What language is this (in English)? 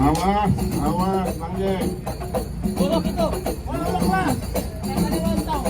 Betawi